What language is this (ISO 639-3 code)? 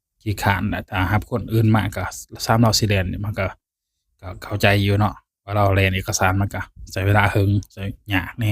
lao